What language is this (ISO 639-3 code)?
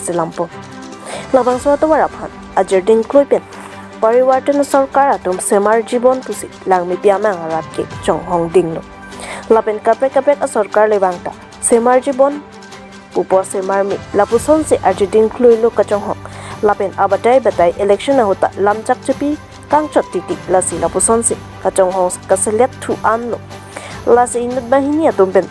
mjw